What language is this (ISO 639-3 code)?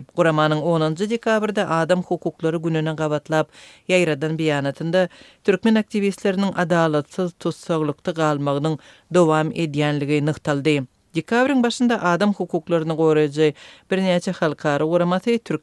tuk